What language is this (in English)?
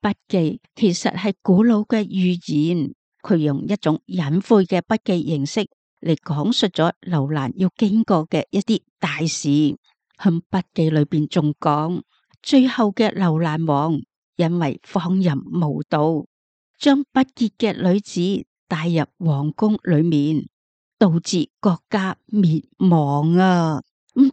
Cantonese